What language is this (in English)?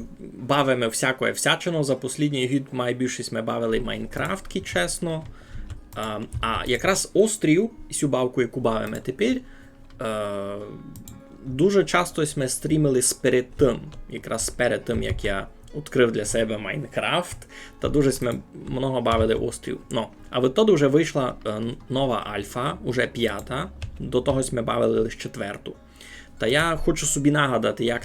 Rusyn